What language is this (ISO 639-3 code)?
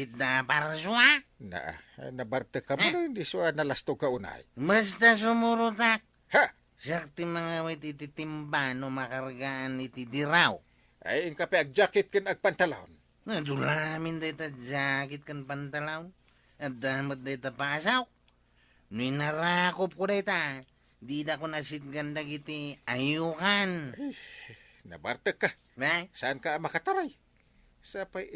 ilo